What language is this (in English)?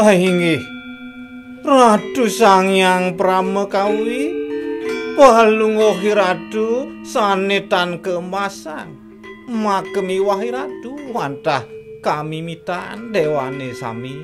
Balinese